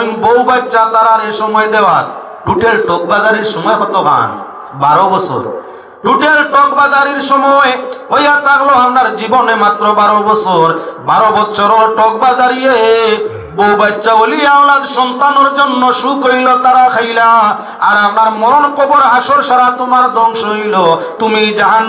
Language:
Sylheti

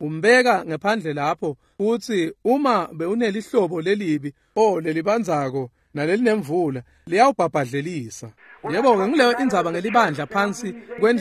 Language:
Swati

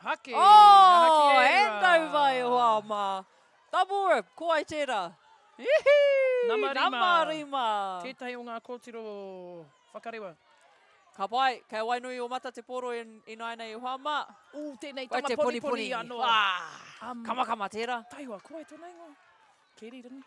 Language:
Māori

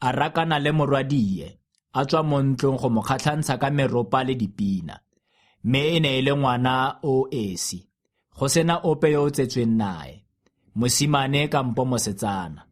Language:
Tswana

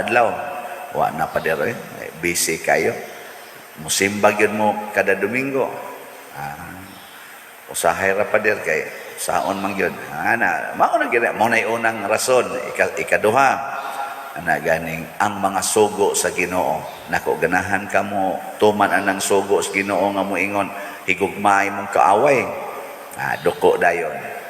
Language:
Cebuano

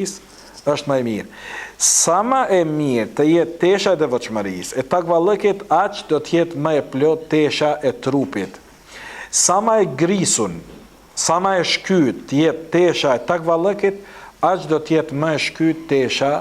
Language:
Albanian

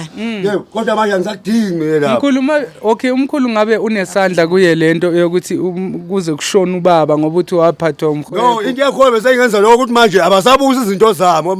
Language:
Zulu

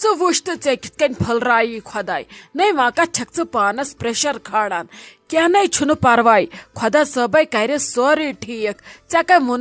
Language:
Kashmiri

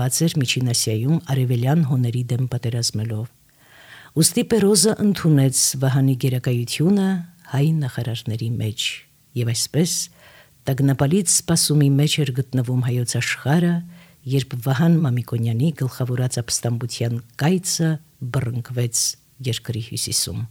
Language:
Armenian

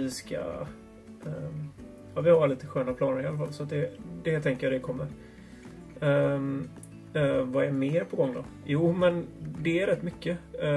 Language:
Swedish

